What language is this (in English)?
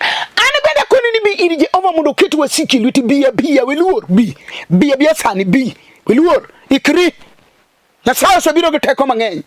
Luo (Kenya and Tanzania)